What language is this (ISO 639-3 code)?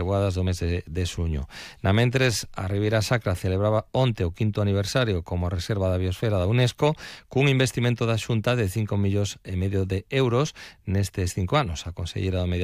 glg